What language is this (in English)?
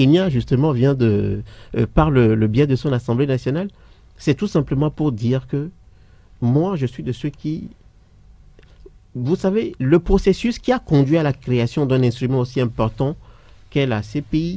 French